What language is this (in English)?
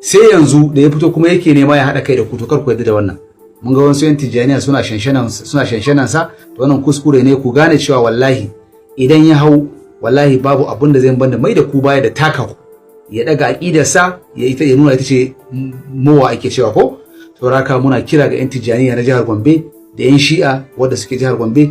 Hausa